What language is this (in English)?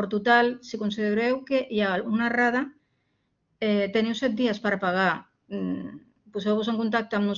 Catalan